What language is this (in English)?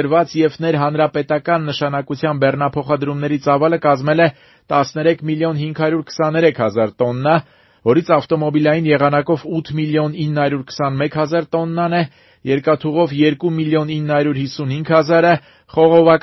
Armenian